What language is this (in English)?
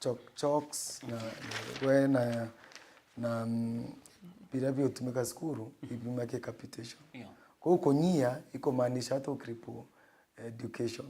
Meru